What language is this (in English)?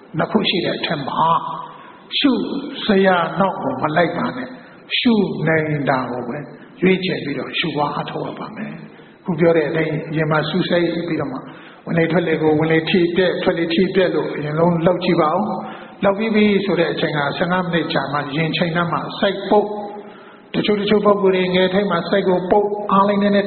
Burmese